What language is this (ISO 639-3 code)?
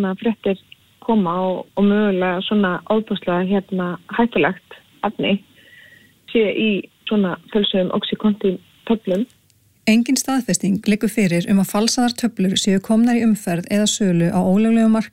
isl